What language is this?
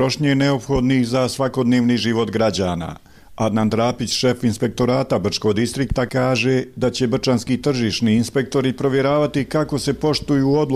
Bosnian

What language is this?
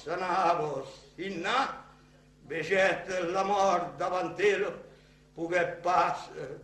Occitan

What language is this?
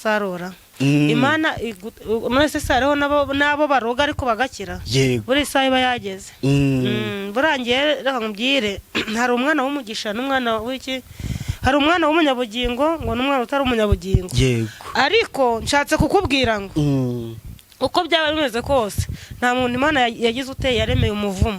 Kinyarwanda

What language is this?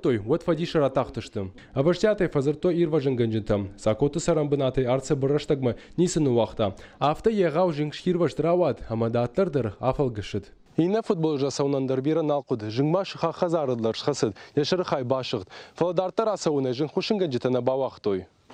Ossetic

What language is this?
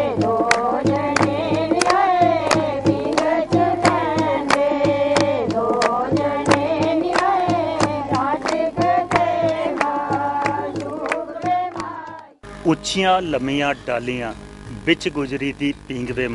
Dogri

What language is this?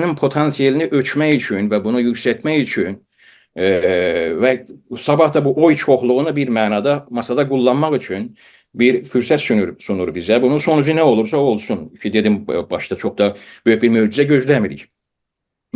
South Azerbaijani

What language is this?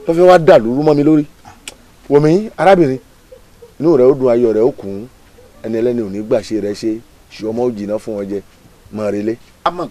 Yoruba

